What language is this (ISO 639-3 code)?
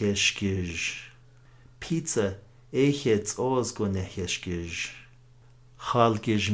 nav